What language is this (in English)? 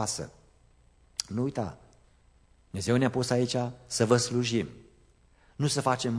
Romanian